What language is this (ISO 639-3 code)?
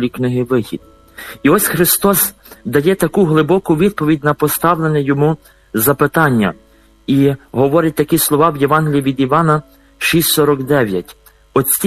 ukr